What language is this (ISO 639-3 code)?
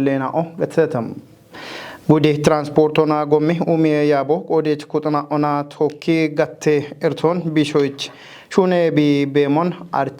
kbr